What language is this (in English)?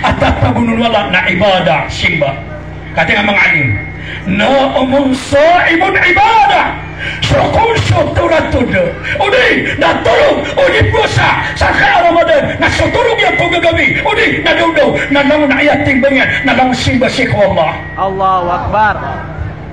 Maranao